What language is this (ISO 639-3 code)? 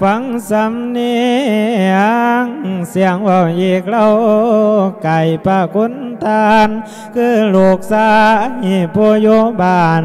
lao